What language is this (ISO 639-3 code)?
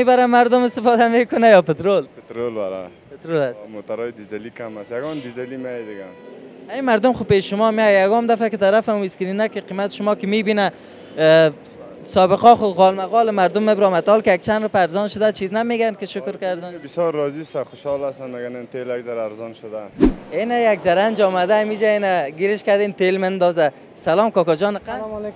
fas